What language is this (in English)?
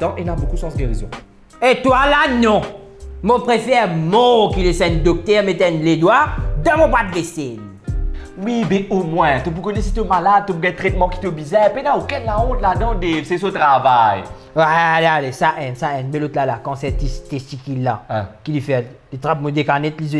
Morisyen